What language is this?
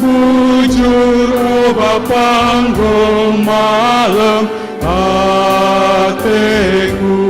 Batak Karo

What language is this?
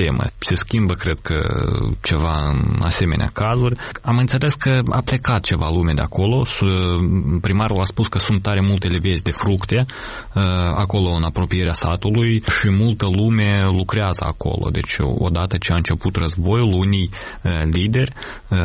Romanian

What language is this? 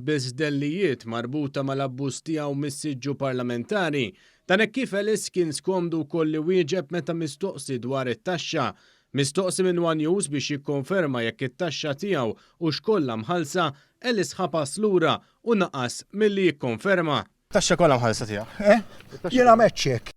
Maltese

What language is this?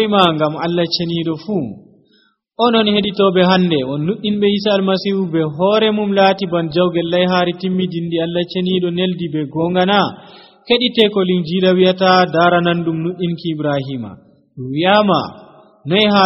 Nigerian Fulfulde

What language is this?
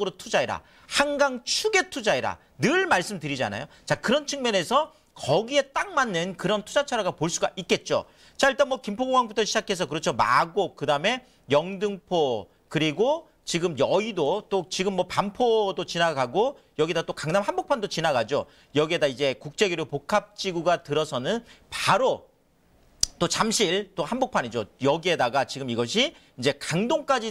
Korean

